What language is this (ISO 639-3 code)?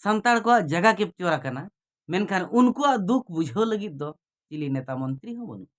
sat